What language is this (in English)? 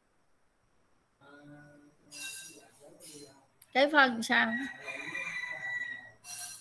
Vietnamese